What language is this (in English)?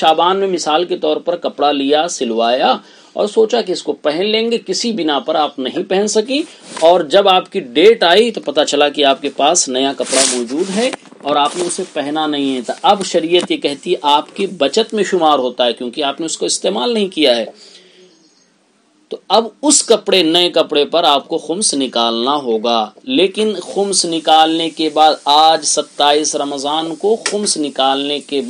Urdu